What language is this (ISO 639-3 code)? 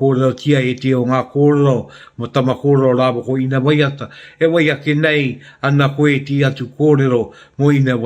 mri